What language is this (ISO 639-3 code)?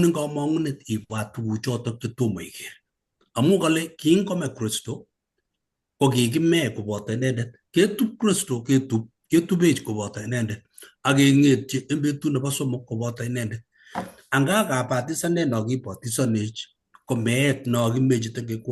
kln